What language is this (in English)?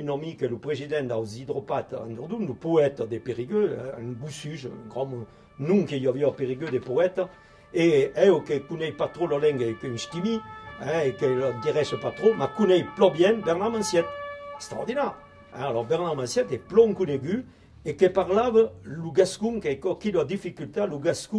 Occitan